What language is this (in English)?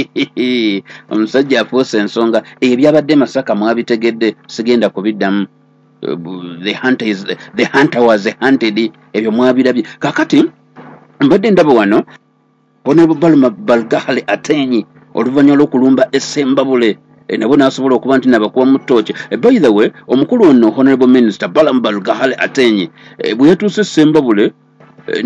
Ganda